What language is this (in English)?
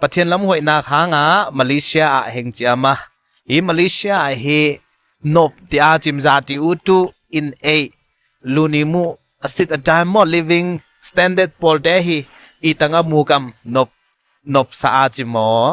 Ngawn Chin